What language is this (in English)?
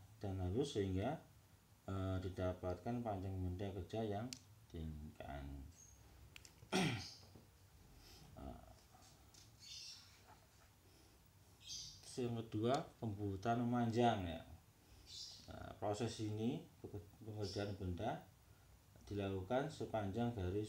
Indonesian